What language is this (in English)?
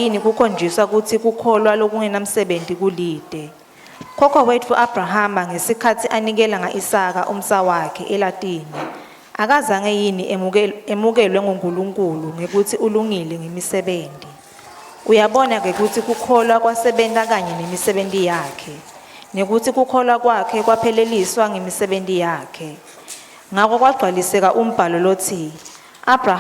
Swati